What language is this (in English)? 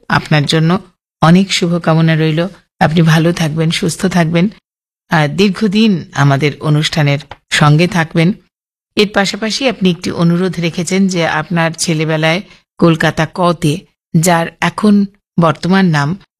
Bangla